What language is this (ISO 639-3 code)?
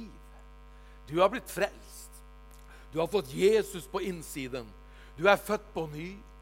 nor